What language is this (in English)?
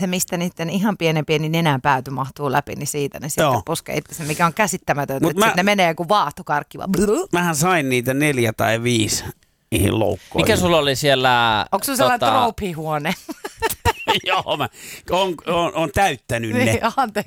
Finnish